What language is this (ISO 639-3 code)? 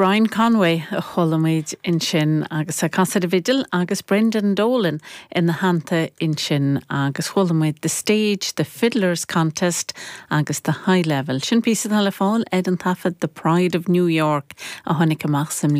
gle